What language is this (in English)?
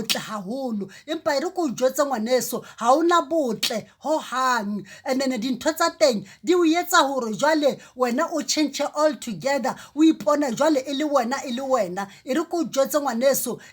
Southern Sotho